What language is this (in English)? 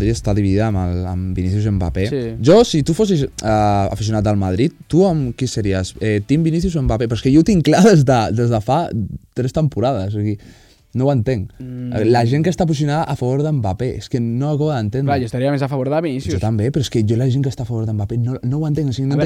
Catalan